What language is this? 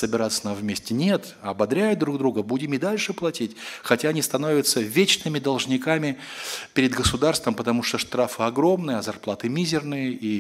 Russian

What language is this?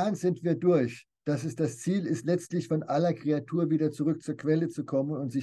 German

